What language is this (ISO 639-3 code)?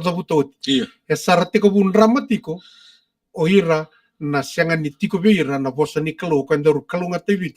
fij